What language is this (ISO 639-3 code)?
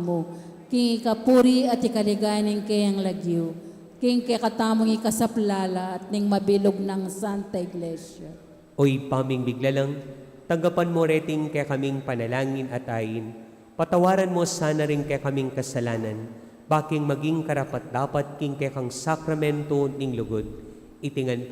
pam